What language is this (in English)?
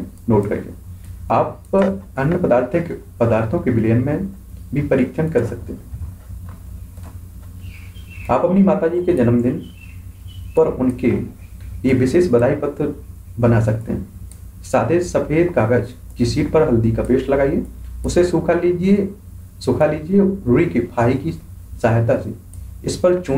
Hindi